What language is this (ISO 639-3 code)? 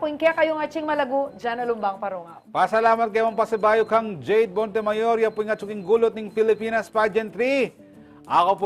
pam